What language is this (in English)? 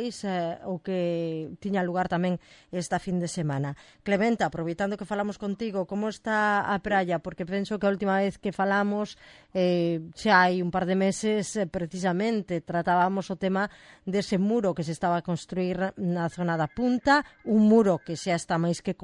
Galician